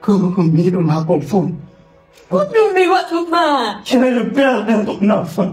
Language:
Pular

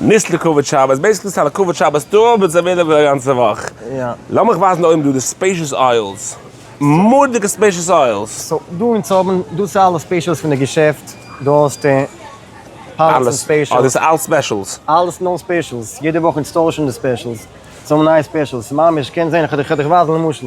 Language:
Yiddish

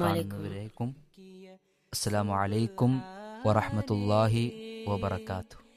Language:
Malayalam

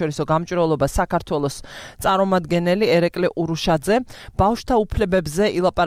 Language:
Georgian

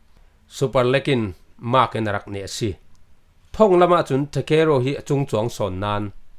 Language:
Falam Chin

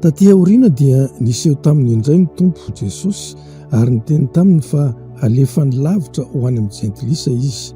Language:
Malagasy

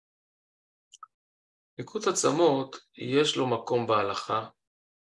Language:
Hebrew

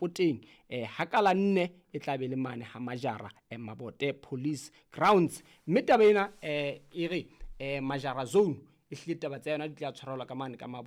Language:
Southern Sotho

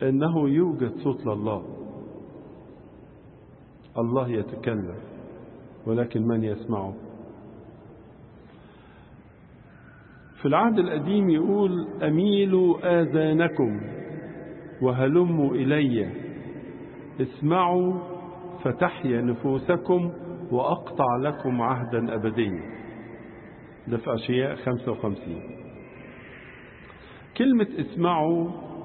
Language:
Egyptian Arabic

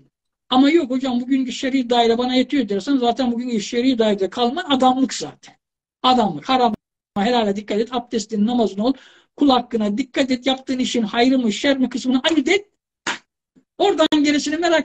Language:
Turkish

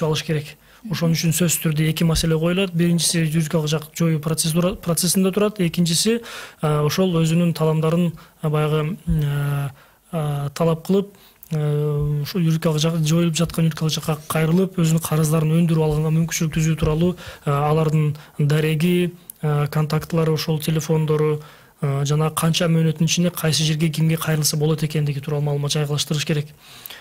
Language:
Kyrgyz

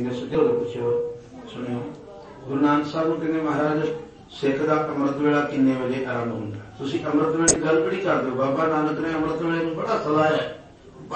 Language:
Punjabi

